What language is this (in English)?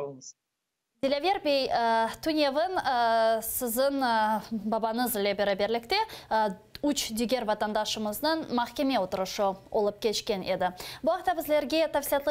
Crimean Tatar